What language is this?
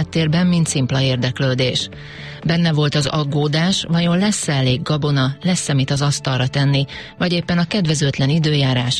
Hungarian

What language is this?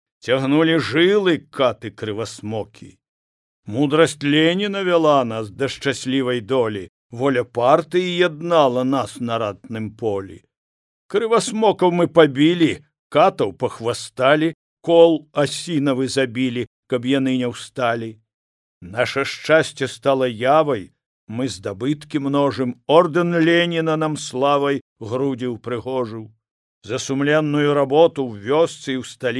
Belarusian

